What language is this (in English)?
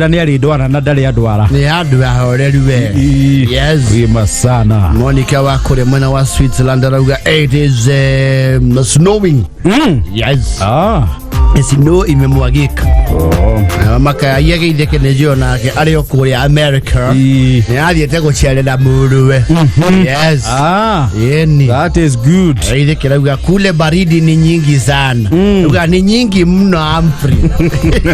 Kikuyu